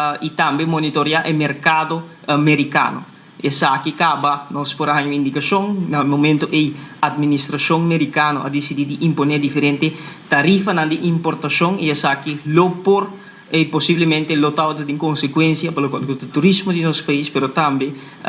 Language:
Papiamento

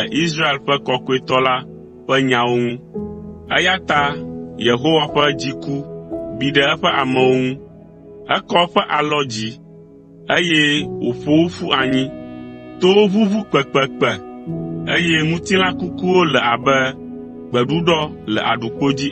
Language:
Ewe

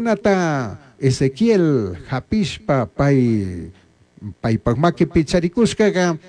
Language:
Chimborazo Highland Quichua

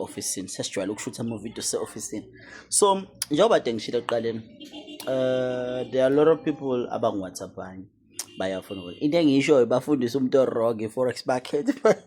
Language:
Zulu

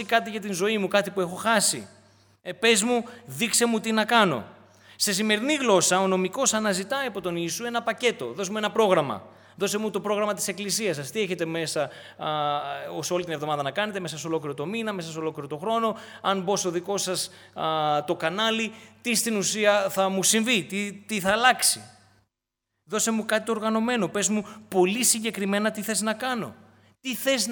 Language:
Greek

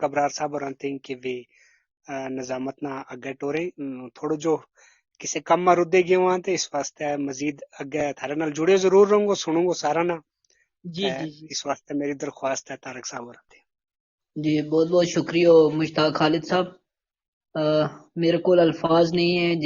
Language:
Gujari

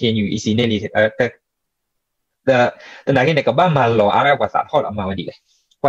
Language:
S'gaw Karen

